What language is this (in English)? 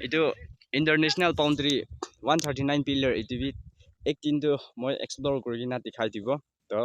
Naga Pidgin